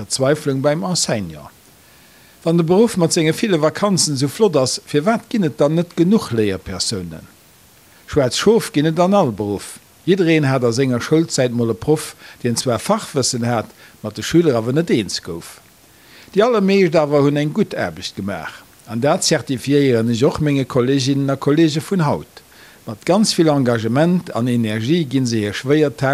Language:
Luxembourgish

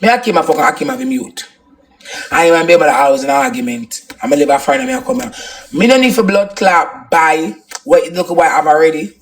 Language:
Jamaican Creole English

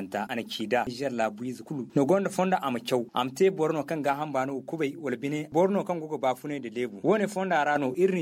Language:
Zarma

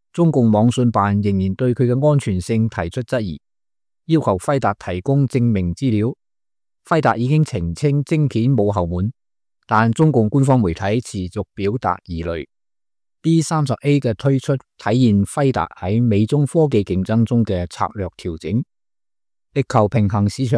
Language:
Cantonese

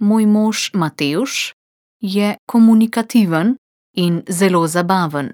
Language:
Slovenian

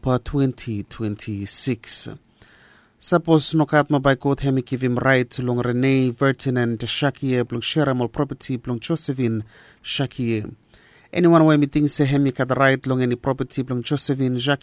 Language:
Bislama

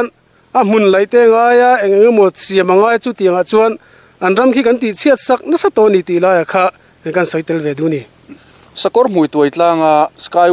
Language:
Mizo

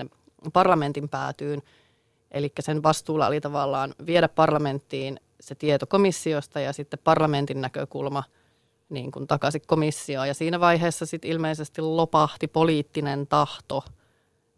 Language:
Finnish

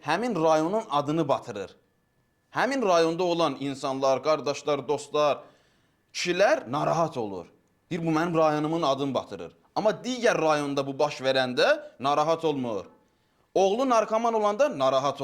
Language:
Azerbaijani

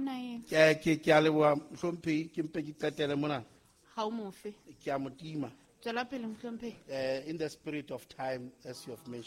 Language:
Southern Sotho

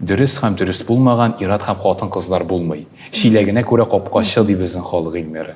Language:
Tatar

